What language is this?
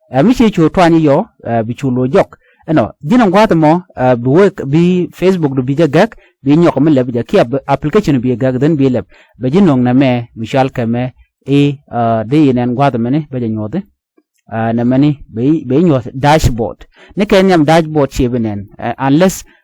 Nuer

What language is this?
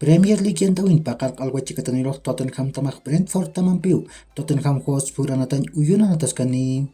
Aymara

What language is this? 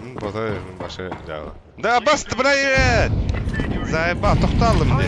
Yakut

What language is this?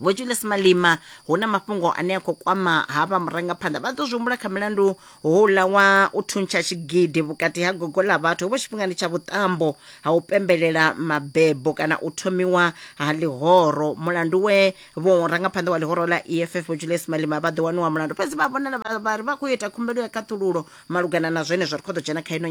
Venda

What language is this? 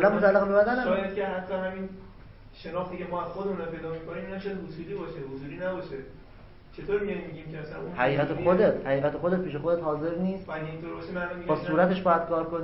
Persian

